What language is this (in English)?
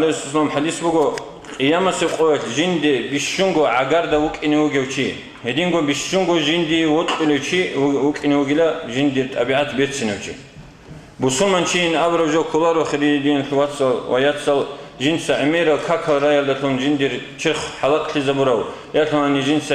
Avaric